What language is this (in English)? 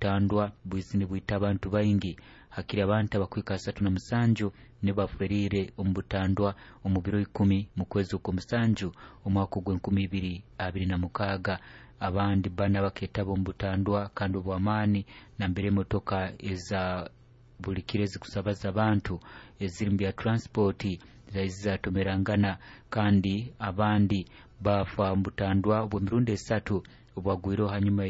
Nyoro